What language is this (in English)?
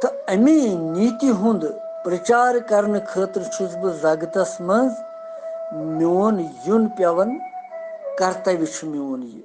Kashmiri